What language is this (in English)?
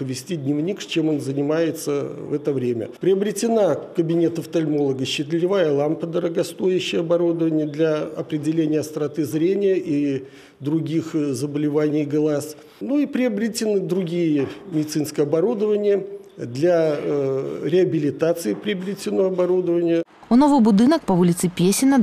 Belarusian